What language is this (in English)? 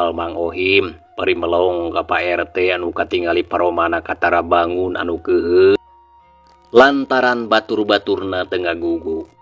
Sundanese